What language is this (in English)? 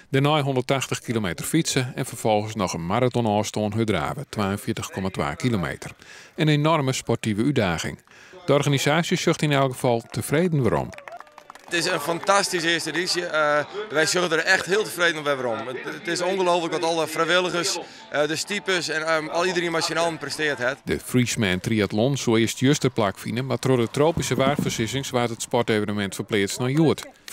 Western Frisian